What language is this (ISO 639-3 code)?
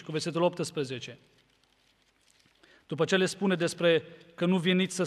ron